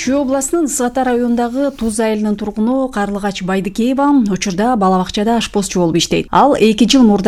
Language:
Kyrgyz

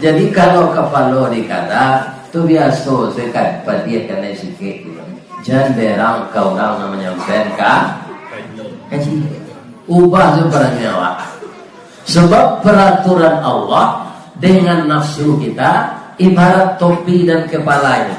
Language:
Minangkabau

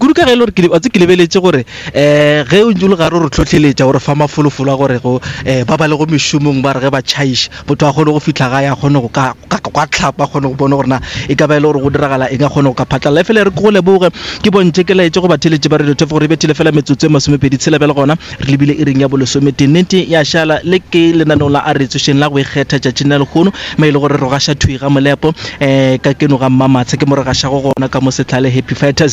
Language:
Northern Sotho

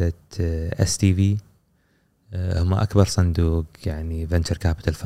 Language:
Gulf Arabic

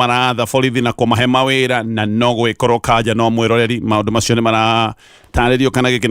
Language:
Kikuyu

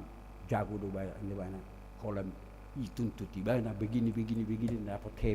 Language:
Batak Toba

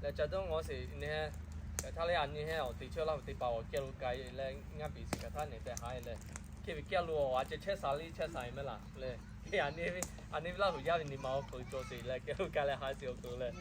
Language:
Lahu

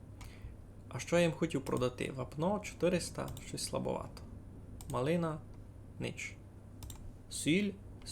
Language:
Rusyn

